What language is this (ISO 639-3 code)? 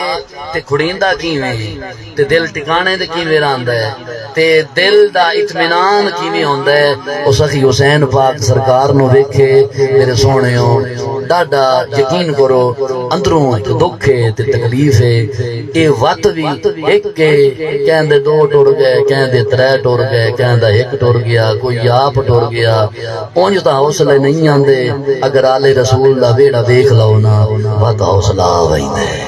skr